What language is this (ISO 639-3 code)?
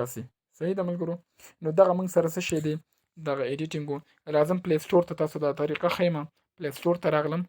pus